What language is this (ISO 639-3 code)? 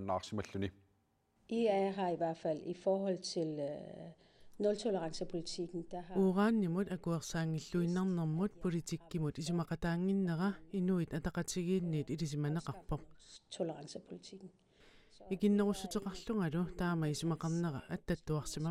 kal